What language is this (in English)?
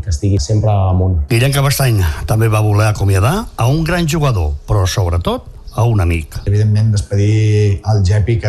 Catalan